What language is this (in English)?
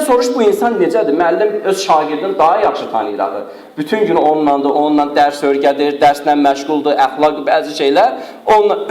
Azerbaijani